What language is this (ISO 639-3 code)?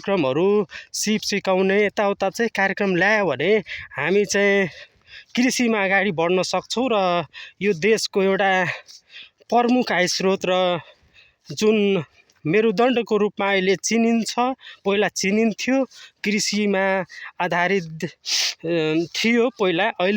nep